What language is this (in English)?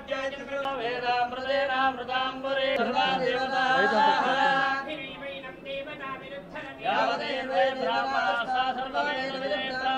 Telugu